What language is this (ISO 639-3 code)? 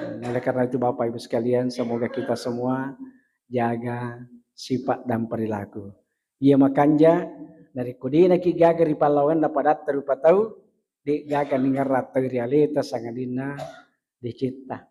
bug